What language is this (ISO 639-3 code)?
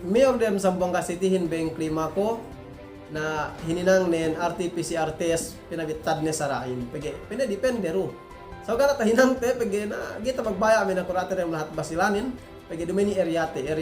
yka